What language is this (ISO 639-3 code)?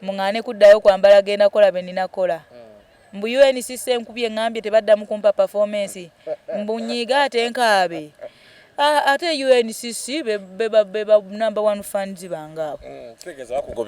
lug